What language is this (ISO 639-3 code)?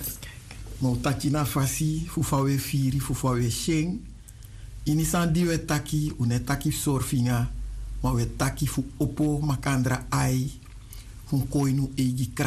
srn